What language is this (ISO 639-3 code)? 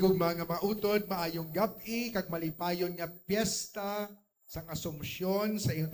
hil